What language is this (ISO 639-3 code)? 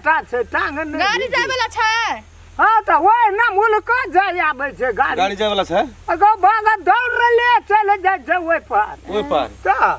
mai